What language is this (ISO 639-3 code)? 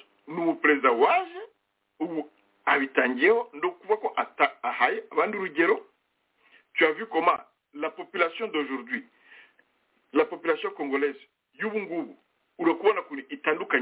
kin